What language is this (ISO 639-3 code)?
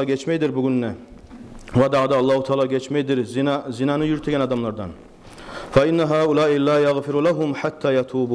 kum